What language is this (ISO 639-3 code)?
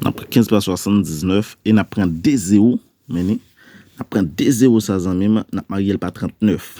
hat